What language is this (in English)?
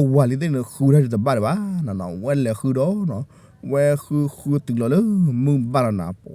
S'gaw Karen